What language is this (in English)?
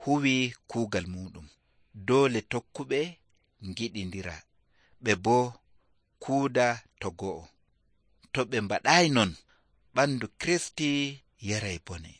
Nigerian Fulfulde